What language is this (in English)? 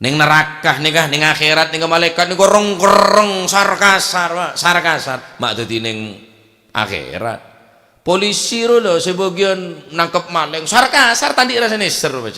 Madurese